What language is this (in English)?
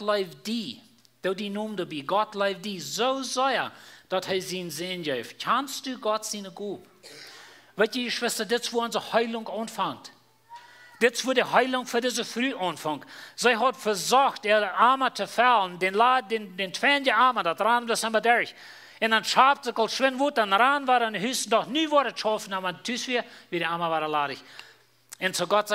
Plautdietsch